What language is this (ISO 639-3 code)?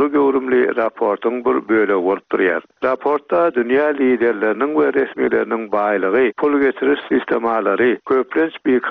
tuk